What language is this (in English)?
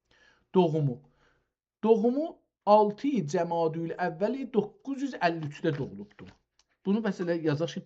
South Azerbaijani